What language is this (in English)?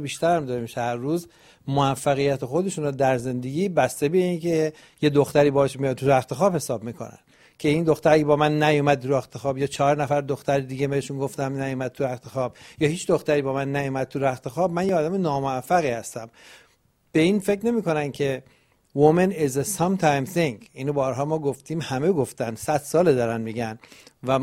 Persian